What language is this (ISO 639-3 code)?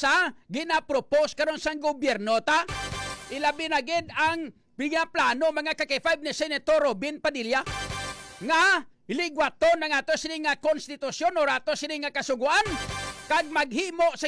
hil